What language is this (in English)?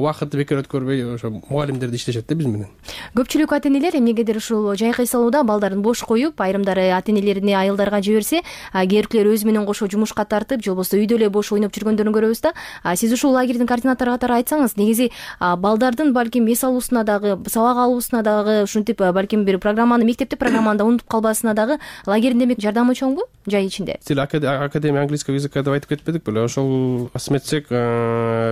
Kyrgyz